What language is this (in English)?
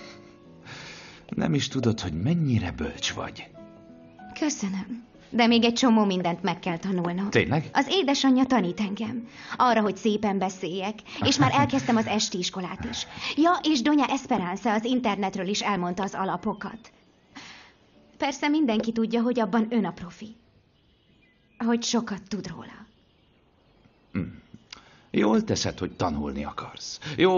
Hungarian